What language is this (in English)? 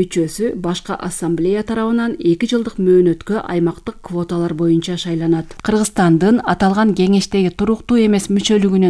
Kyrgyz